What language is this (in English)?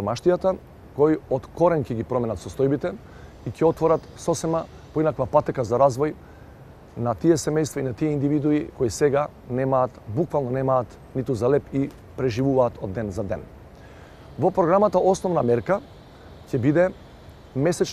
Macedonian